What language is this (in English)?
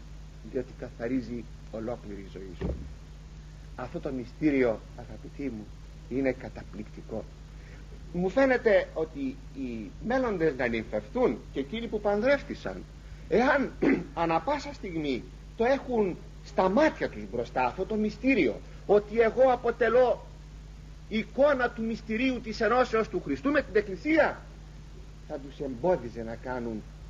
Greek